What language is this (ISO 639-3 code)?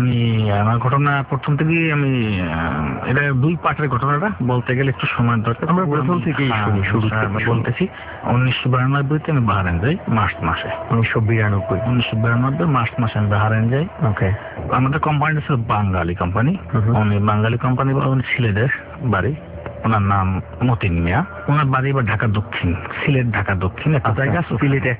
ben